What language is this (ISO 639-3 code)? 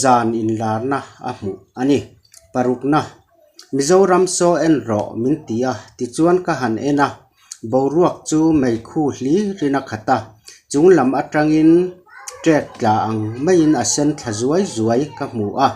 lus